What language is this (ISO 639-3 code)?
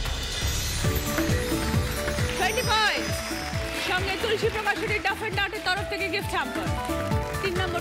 ben